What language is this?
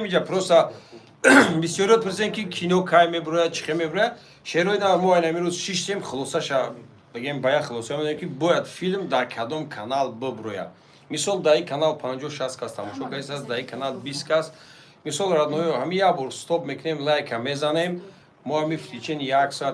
Tajik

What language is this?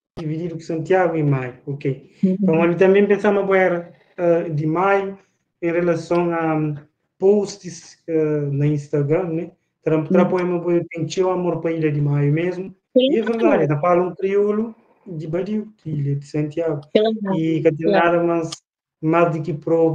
Kabuverdianu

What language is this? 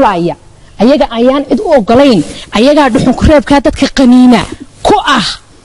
Somali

